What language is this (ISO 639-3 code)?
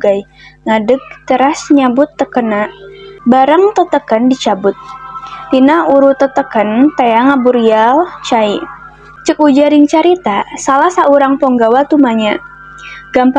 sun